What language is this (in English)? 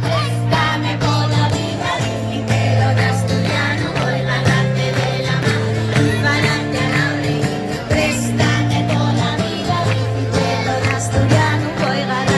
Asturian